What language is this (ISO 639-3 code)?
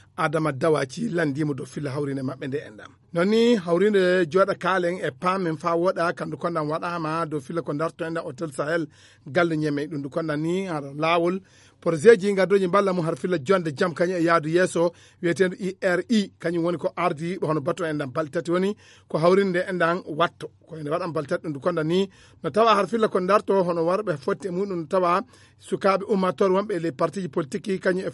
ful